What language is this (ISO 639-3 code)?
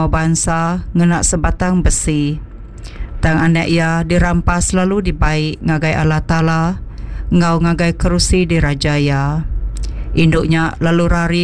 iba